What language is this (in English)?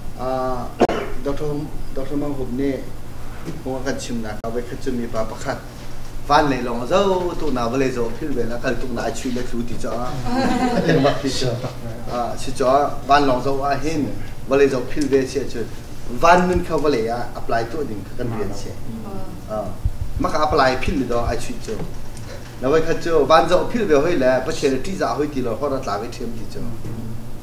Hakha Chin